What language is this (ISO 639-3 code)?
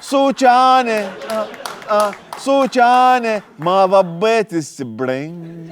acm